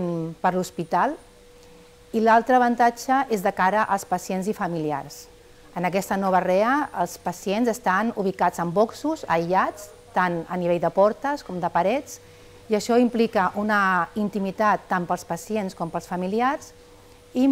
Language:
Catalan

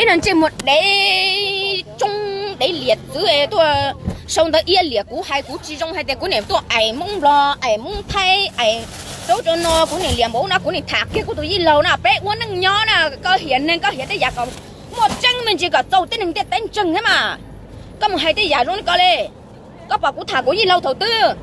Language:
Hmong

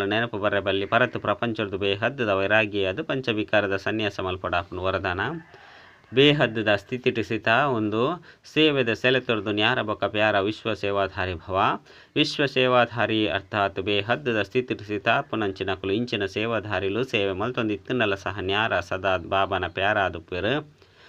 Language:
Tulu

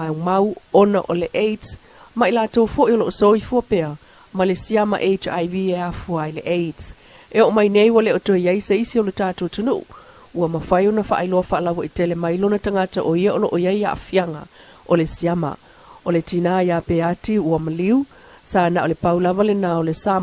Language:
Samoan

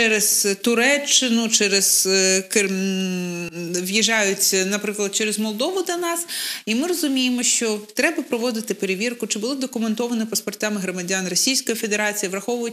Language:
Ukrainian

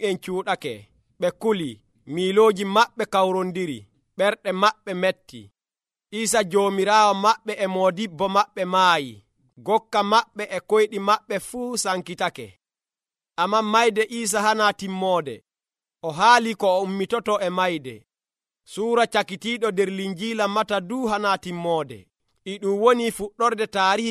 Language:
Nigerian Fulfulde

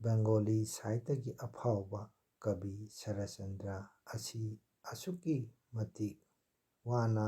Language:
Manipuri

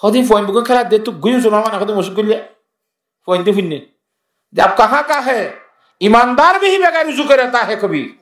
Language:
Rohingya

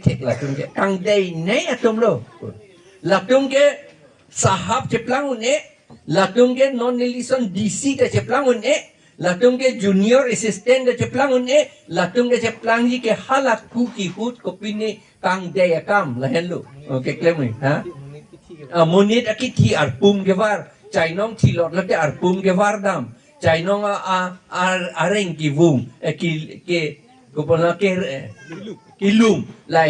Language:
Karbi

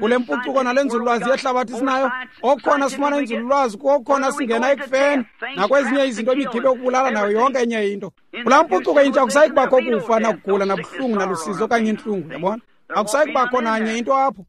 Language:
Xhosa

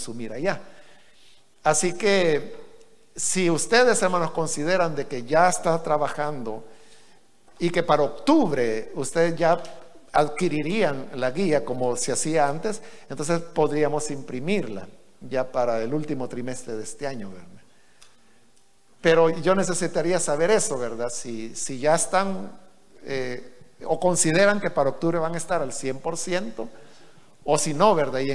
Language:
Spanish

